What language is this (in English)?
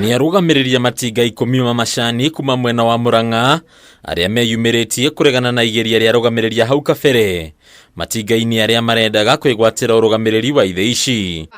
Kikuyu